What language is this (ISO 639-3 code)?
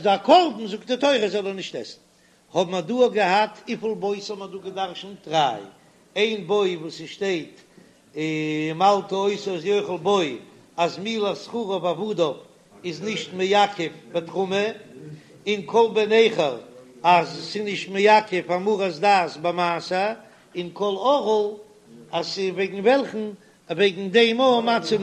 yid